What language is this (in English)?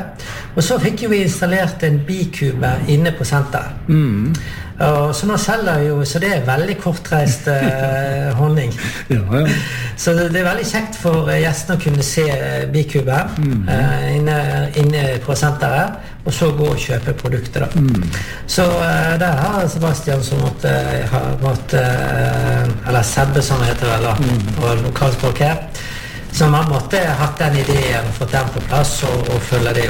Norwegian